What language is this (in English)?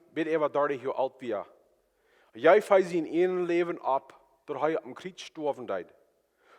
Plautdietsch